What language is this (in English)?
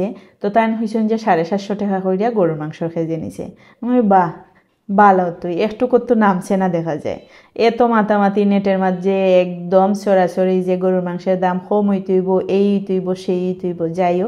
Sylheti